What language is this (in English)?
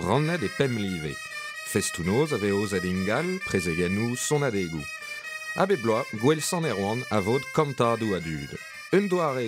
Breton